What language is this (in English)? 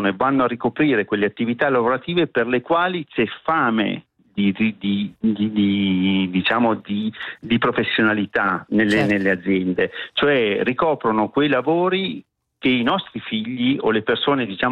Italian